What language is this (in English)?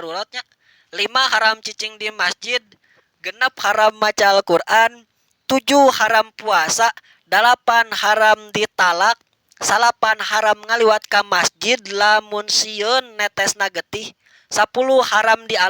Sundanese